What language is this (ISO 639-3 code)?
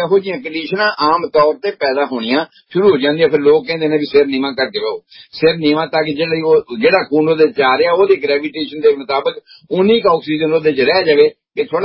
pan